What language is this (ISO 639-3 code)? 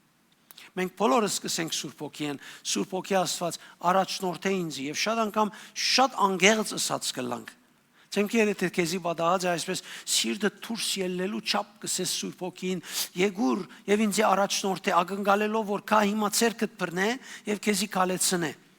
hyw